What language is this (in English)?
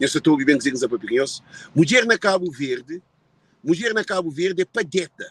Kabuverdianu